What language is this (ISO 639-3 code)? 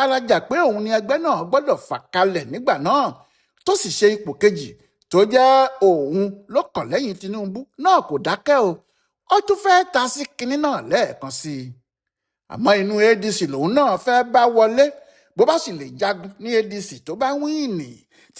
yor